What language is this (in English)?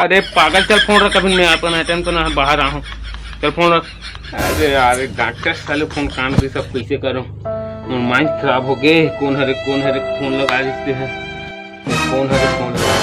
Chhattisgarhi